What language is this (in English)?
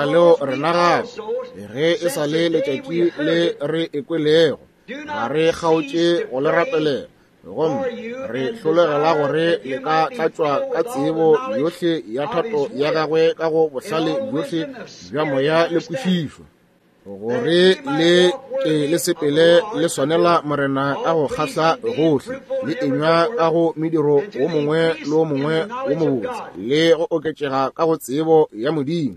Northern Sotho